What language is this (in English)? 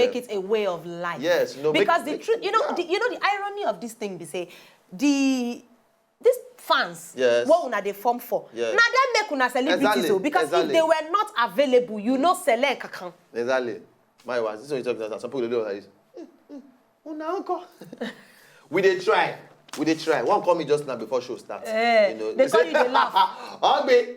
Nigerian Pidgin